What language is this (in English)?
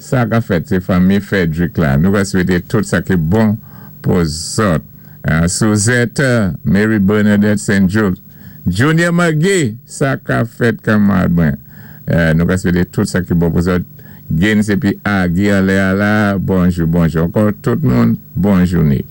Saint Lucian Creole French